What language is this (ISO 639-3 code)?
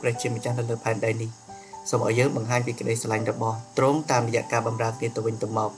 khm